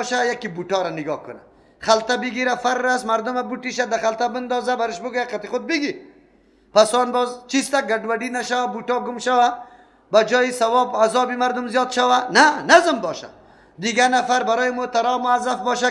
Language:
Persian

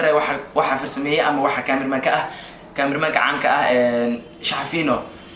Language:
Somali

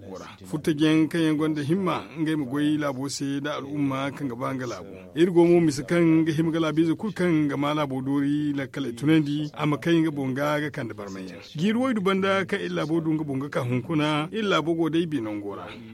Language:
Zarma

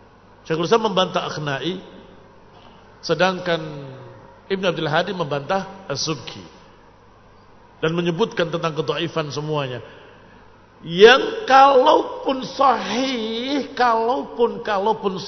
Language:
Indonesian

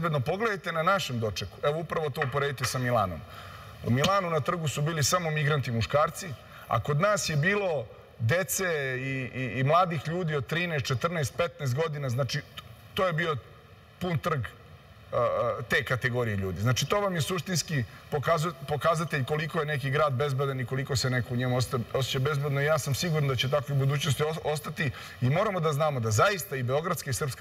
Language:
Serbian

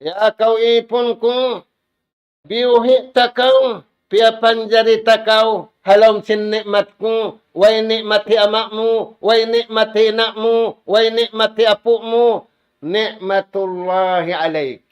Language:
Tausug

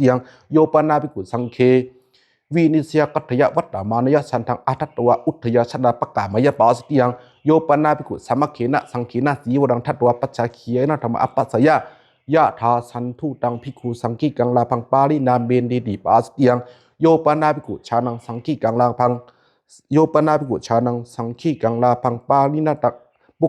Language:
Pali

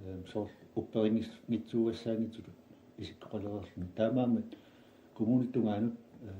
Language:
Kalaallisut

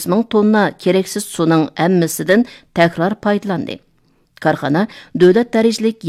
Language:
Uyghur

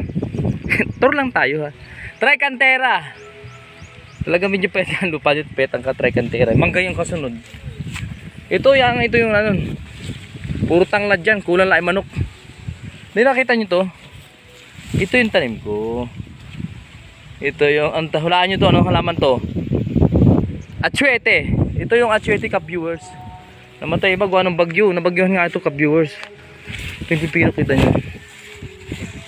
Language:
Filipino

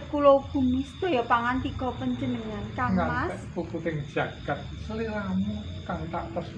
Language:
Javanese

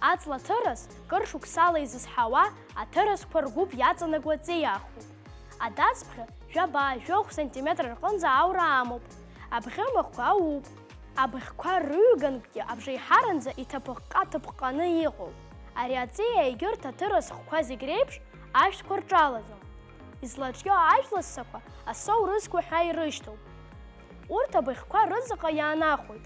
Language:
Abkhazian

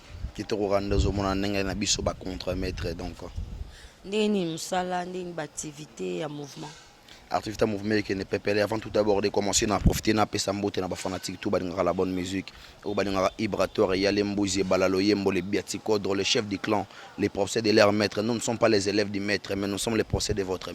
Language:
Lingala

